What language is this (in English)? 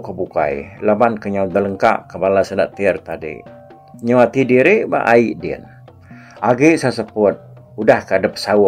Iban